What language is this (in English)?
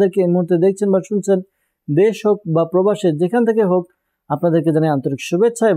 Bangla